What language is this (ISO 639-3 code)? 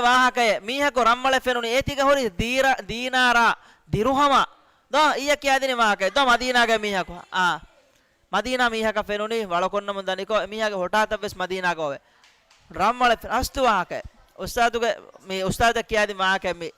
div